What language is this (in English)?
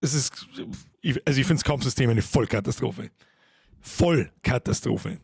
Bavarian